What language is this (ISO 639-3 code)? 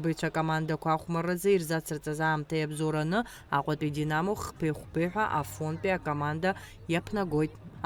abk